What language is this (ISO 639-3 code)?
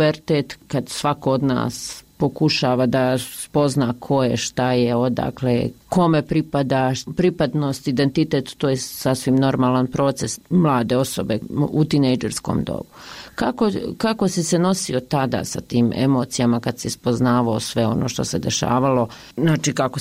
bos